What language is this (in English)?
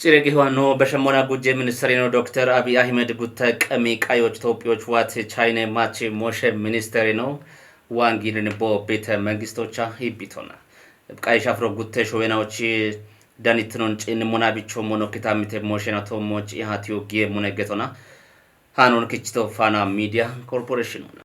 Kafa